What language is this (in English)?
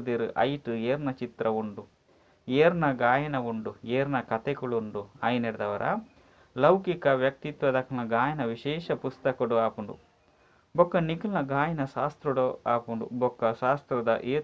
Tulu